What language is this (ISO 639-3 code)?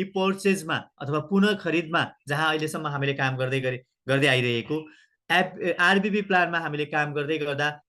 nep